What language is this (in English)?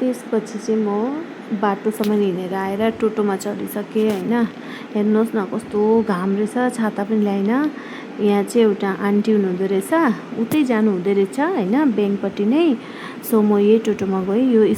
Nepali